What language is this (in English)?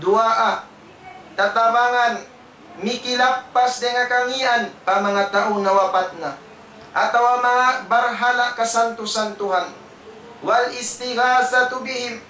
Tausug